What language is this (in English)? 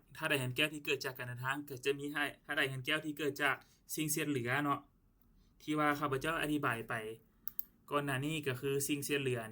Lao